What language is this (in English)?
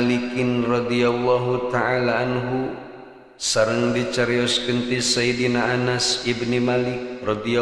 Sundanese